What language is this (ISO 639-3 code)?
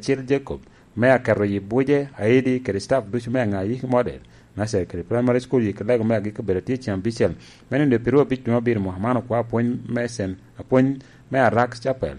laj